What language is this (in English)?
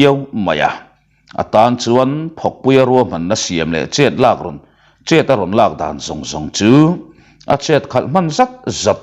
Mizo